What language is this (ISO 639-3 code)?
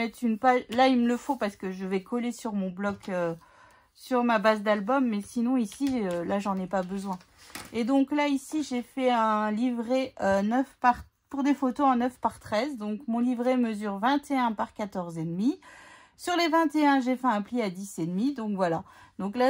fra